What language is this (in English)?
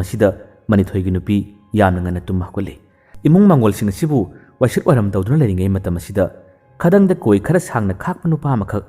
Manipuri